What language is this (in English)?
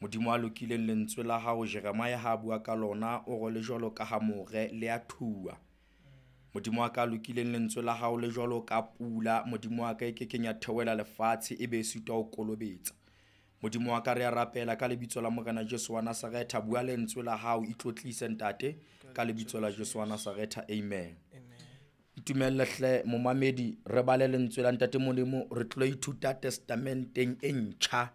Southern Sotho